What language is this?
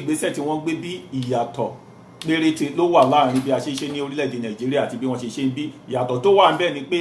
Yoruba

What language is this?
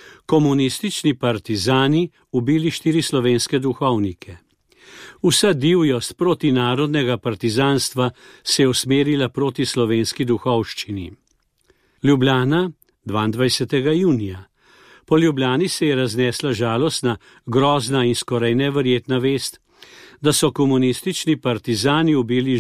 Slovenian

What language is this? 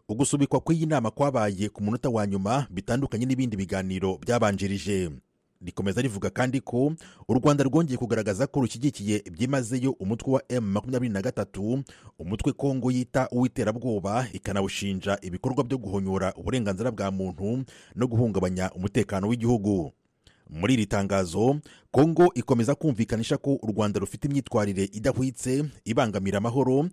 Kinyarwanda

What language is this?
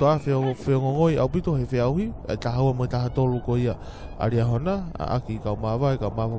Tongan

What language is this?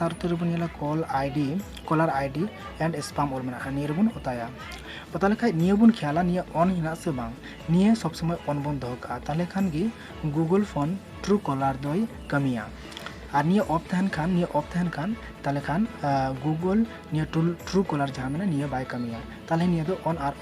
Santali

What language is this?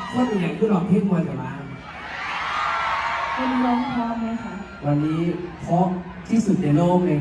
Northeastern Thai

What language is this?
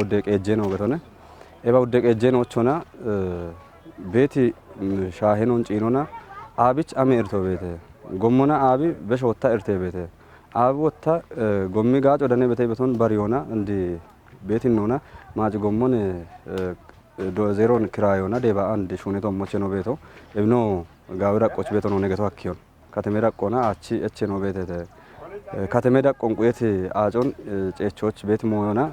Kafa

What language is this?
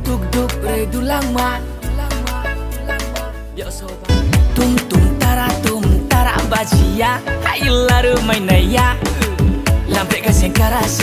Kok Borok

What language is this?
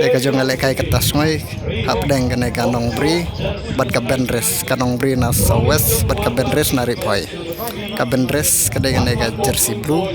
Khasi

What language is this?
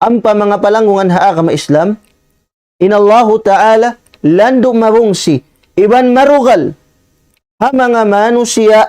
Tausug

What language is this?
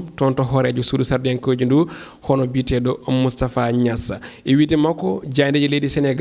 Fula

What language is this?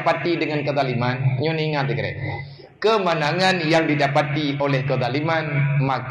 Achinese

